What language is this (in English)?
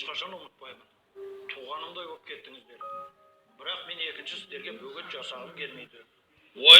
Kazakh